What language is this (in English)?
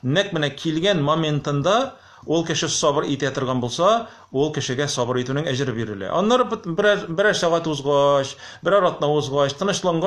Tatar